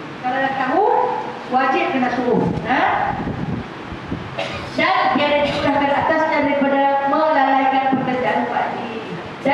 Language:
Malay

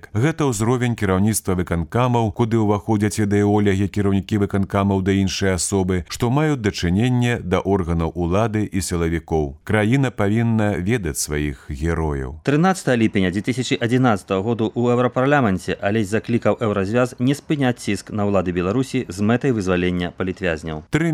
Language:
Belarusian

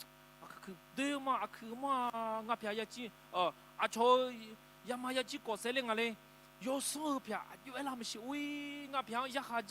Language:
Akha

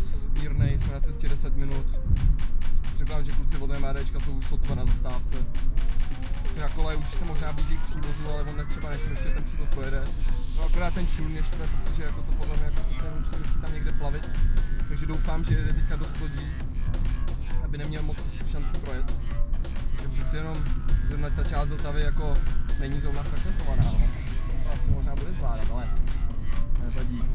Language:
Czech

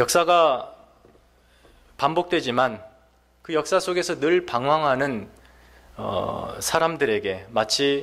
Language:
Korean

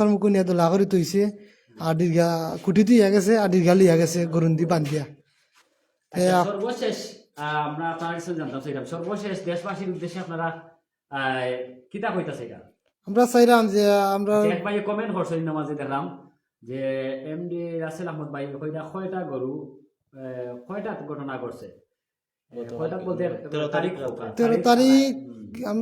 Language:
Sylheti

